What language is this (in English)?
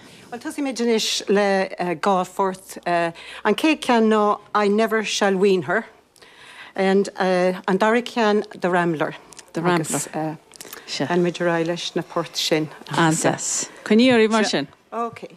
Irish